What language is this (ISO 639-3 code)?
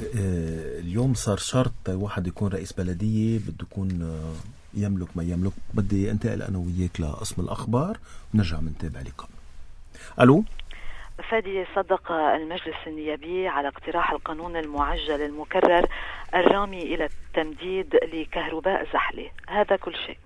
apc